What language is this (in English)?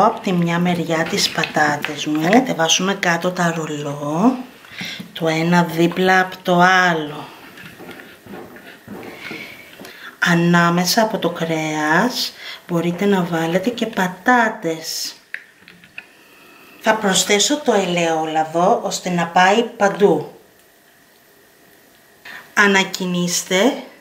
Greek